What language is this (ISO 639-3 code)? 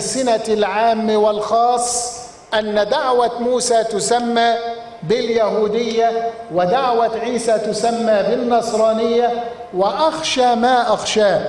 ara